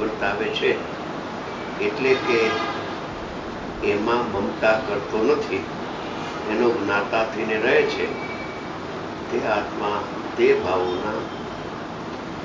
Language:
Gujarati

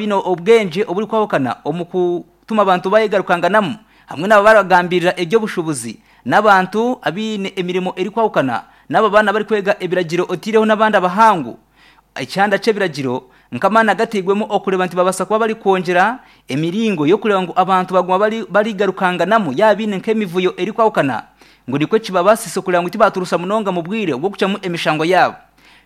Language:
Nyankole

